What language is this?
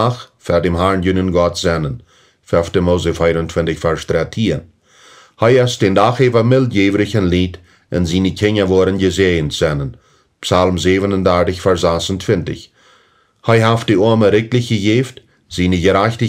Plautdietsch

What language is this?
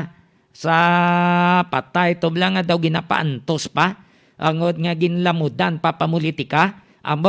Hiligaynon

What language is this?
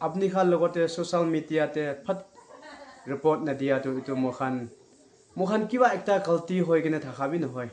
Naga Pidgin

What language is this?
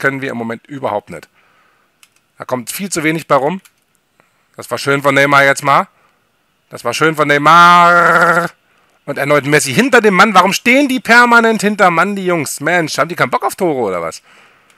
German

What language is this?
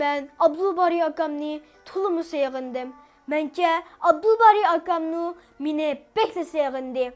Uyghur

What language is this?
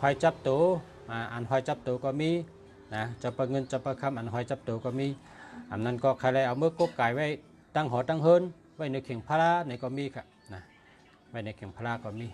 Shan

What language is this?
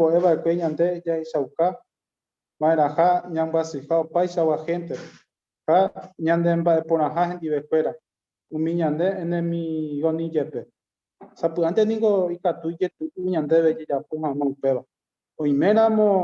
Guarani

